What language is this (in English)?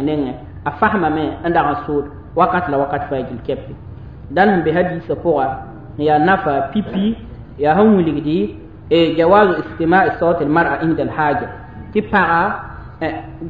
Mossi